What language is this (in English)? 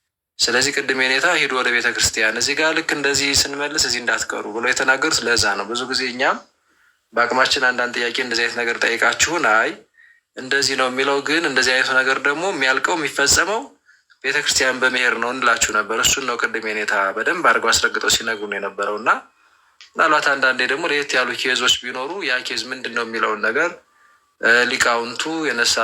Amharic